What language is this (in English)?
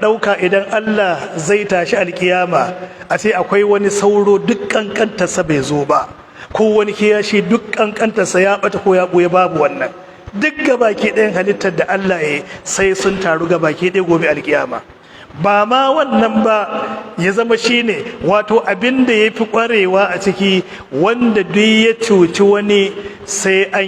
Hausa